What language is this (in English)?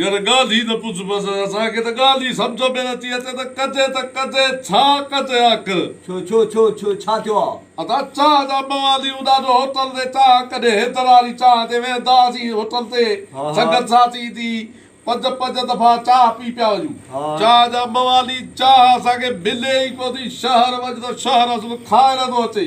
Sindhi